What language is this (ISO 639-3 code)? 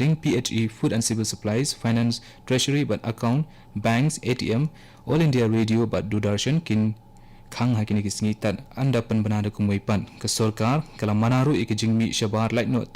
kha